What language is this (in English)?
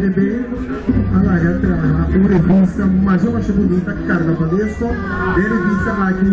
Papiamento